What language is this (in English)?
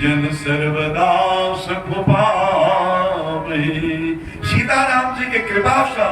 Maithili